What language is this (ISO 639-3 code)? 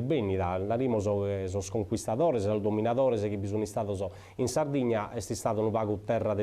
srd